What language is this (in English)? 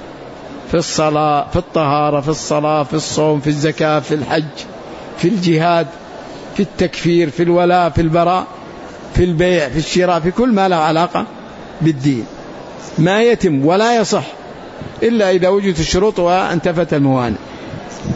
Arabic